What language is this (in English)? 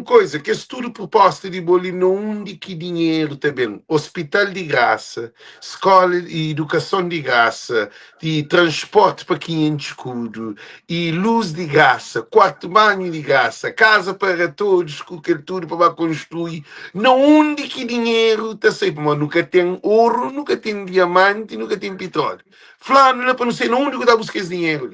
Kabuverdianu